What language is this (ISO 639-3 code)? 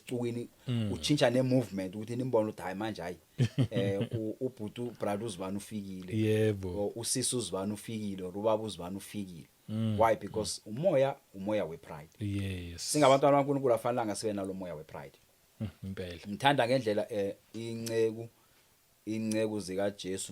zul